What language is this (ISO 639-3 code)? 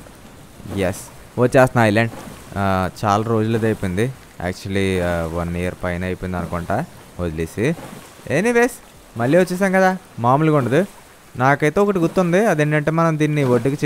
tel